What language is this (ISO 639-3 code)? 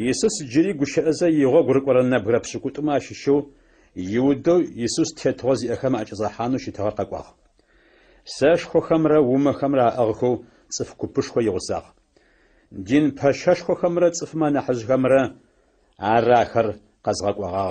ady